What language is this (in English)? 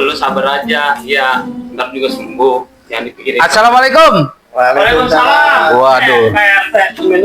Betawi